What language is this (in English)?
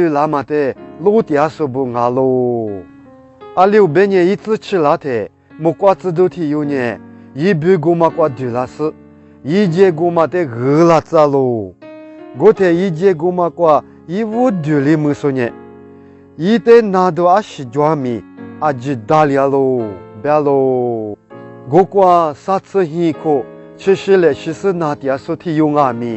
Lisu